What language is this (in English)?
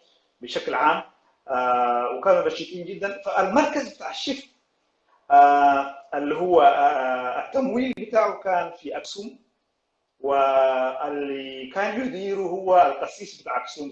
Sudanese Arabic